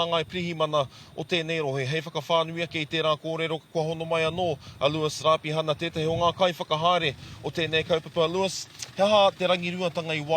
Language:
Māori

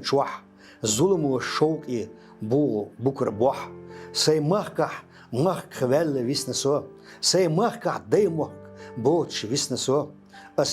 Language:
Chechen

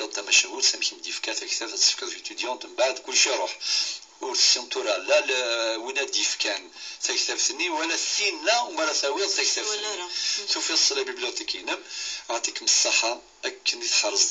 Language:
Kabyle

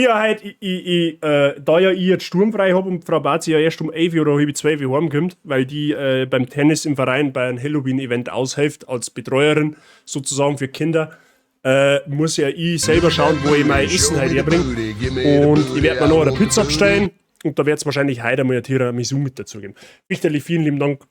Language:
Bavarian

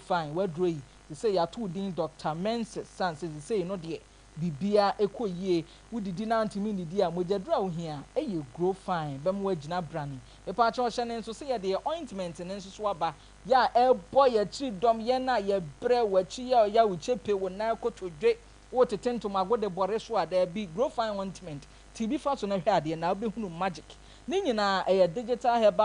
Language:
Akan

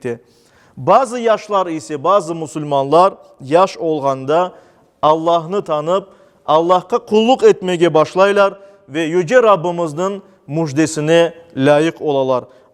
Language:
Crimean Tatar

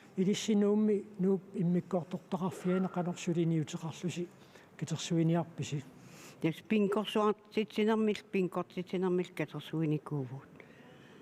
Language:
Kalaallisut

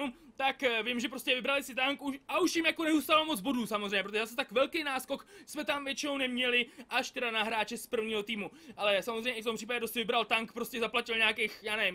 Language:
Czech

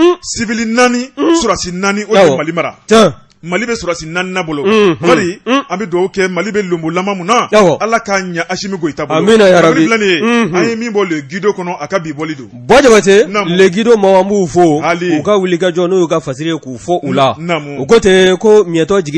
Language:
Bambara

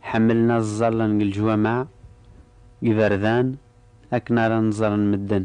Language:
Kabyle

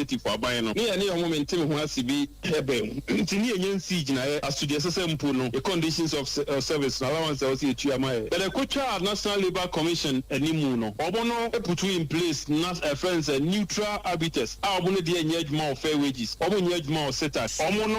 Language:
Akan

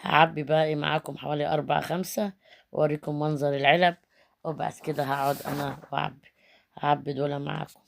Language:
Egyptian Arabic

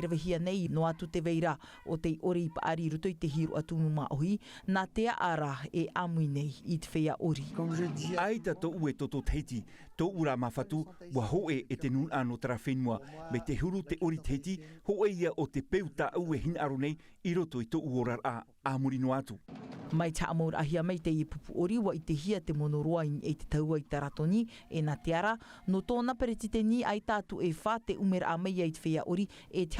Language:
Tahitian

